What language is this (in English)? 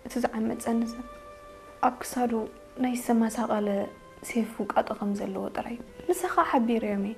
Tigrinya